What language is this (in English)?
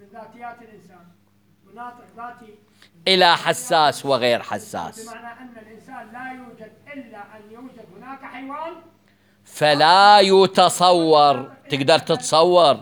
Mesopotamian Arabic